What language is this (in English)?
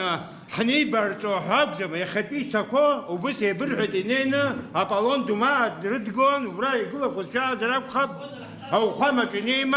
Abkhazian